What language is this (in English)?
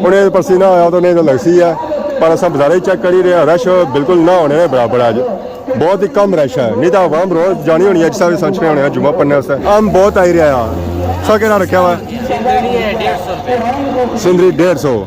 Pahari-Potwari